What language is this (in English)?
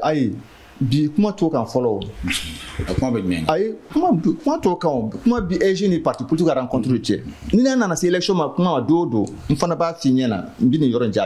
Bambara